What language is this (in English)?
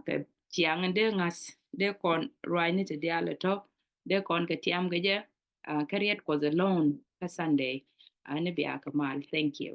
Nuer